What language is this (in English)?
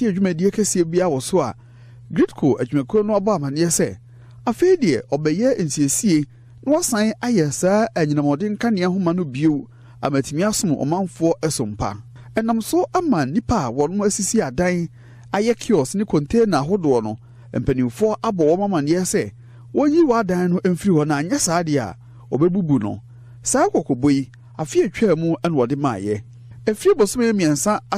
Akan